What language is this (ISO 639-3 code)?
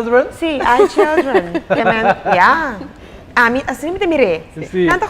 pap